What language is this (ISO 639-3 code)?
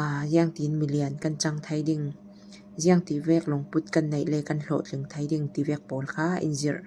cfm